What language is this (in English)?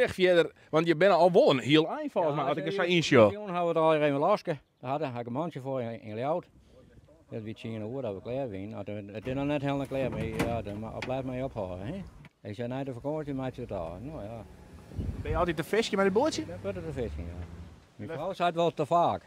Western Frisian